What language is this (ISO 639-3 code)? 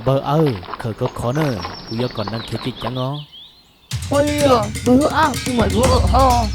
hmn